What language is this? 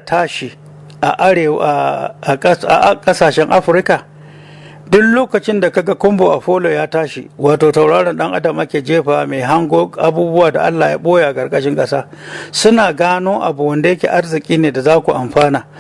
Hausa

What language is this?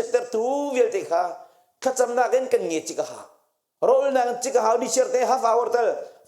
Hakha Chin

